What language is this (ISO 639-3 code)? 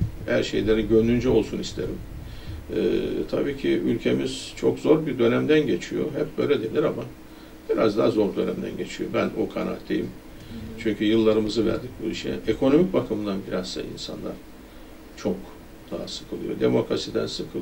tur